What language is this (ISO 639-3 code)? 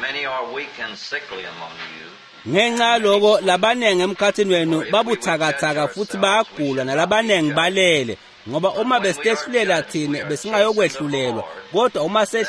ssw